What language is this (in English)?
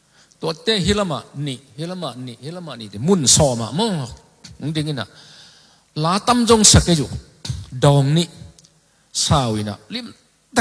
Tedim Chin